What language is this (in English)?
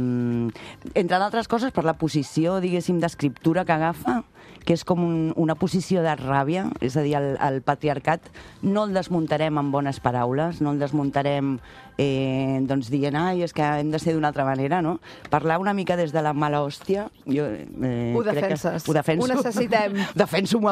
Catalan